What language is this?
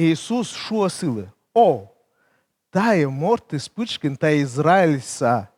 Komi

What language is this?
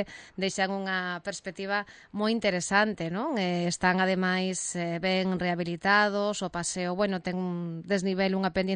Galician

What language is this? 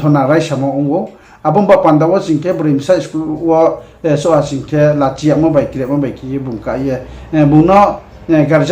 Riang (India)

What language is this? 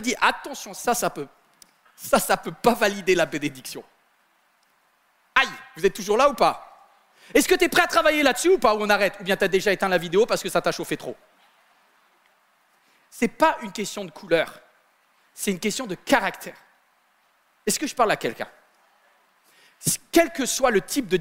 French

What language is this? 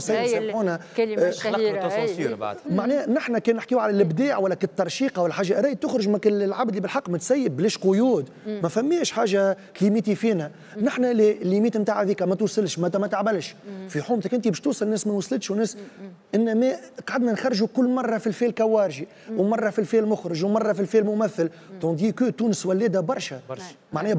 Tunisian Arabic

